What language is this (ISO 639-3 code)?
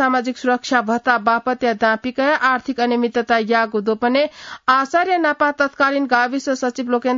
new